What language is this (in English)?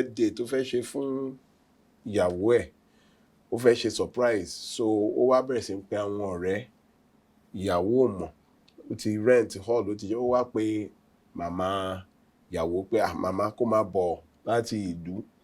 Yoruba